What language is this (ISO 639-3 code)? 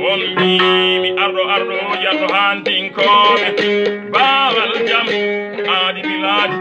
ful